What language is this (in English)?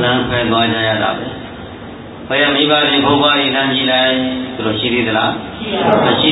Burmese